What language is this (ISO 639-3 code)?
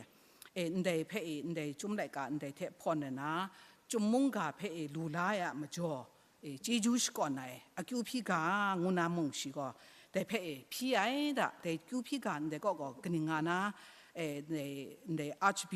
kac